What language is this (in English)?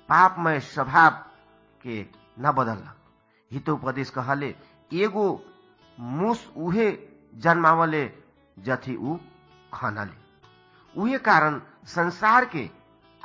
Bhojpuri